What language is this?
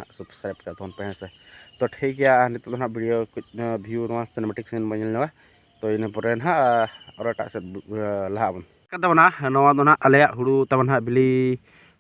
Santali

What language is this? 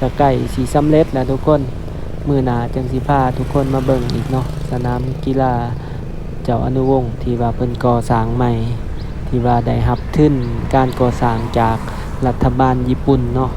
Lao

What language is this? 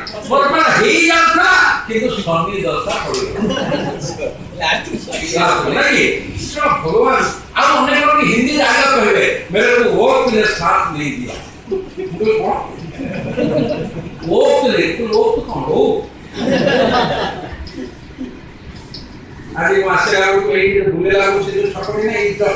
Odia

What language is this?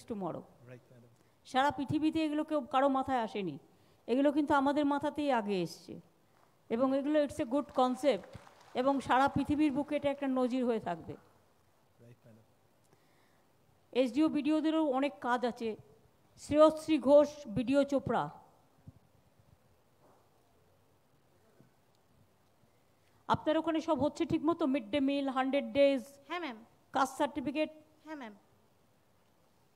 Bangla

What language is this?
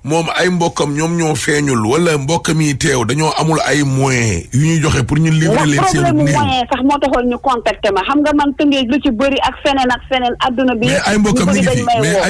Wolof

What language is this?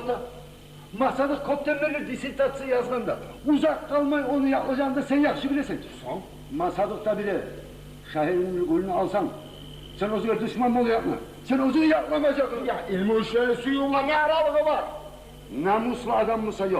Kumyk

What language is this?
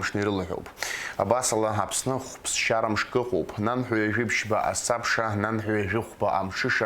Abkhazian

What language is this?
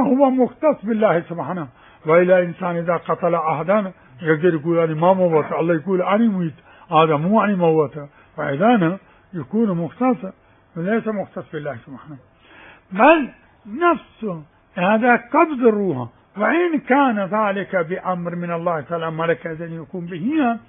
Mesopotamian Arabic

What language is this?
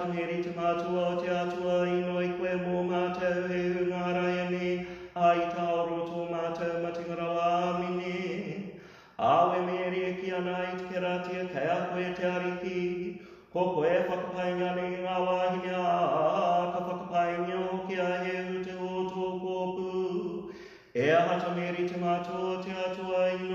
Māori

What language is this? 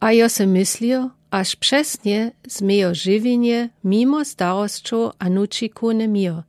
Lower Sorbian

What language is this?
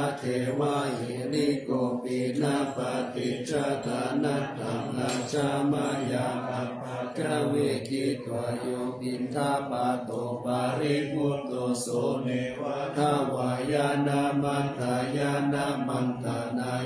Pali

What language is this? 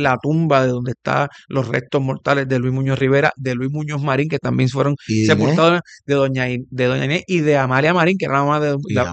Spanish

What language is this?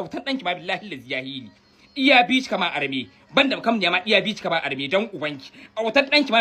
Hausa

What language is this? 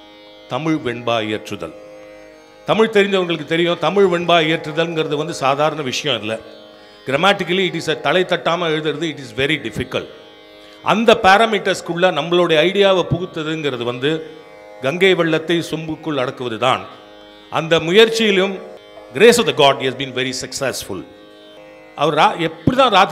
Tamil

